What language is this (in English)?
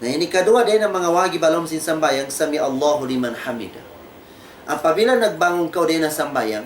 Tausug